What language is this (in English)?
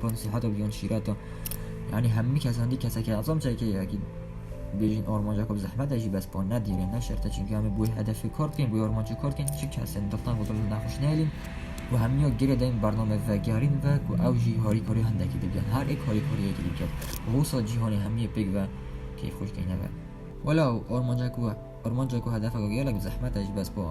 Kurdish